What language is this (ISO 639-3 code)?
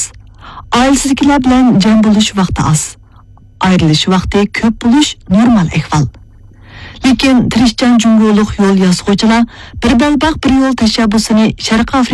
uig